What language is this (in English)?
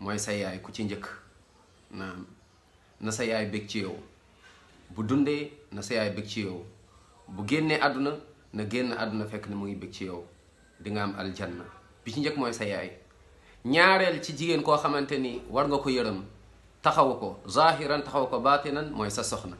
Wolof